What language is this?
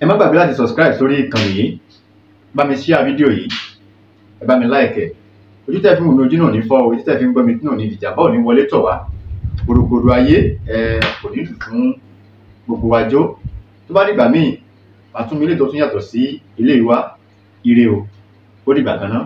Yoruba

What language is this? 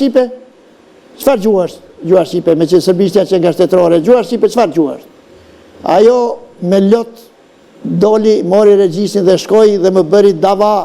Albanian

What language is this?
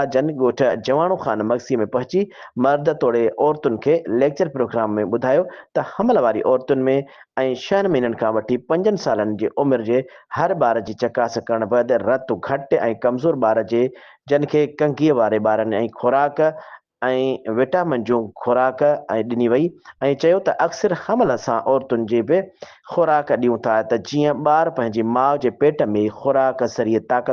Sindhi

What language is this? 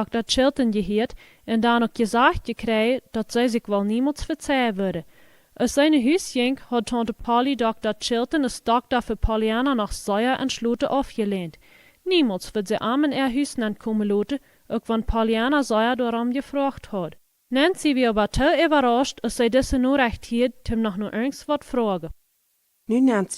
Plautdietsch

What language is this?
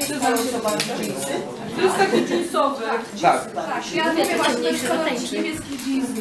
Polish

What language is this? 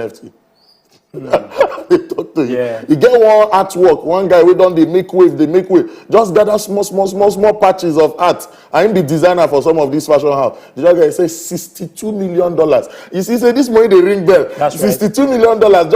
Nigerian Pidgin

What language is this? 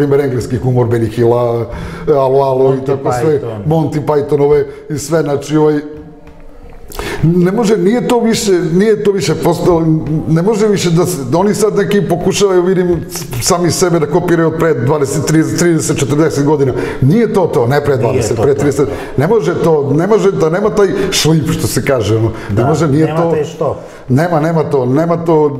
Serbian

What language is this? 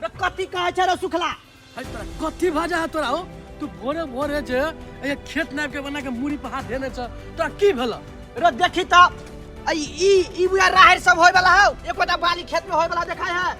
Maithili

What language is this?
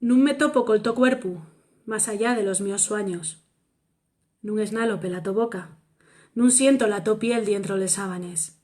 Asturian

